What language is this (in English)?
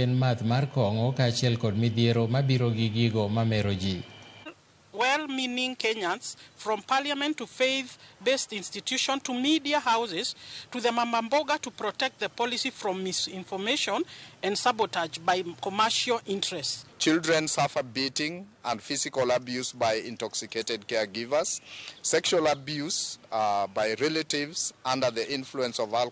Luo (Kenya and Tanzania)